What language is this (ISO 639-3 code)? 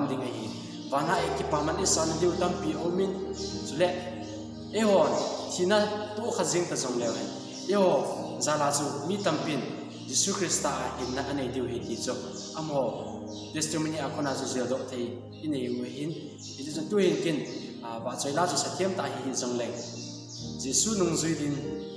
tcz